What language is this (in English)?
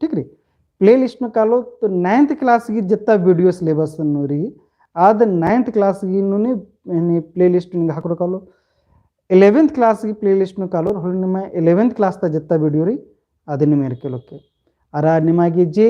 Kurukh